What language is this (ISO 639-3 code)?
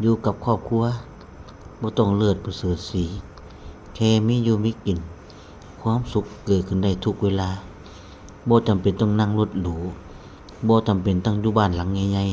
tts